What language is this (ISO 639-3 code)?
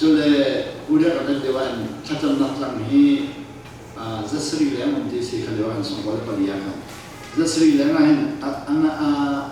cnh